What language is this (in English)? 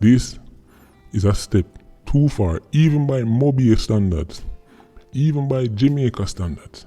Jamaican Creole English